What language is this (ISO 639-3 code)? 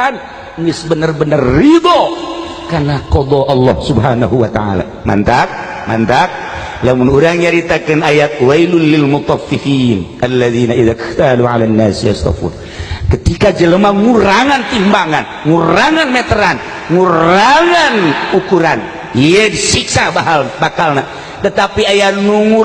sun